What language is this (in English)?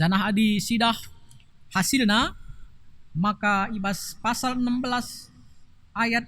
Batak Karo